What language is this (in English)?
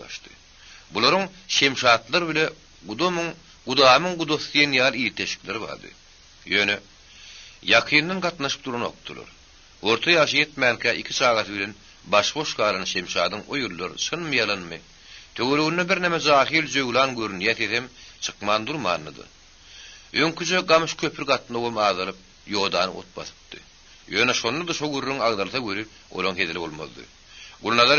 Turkmen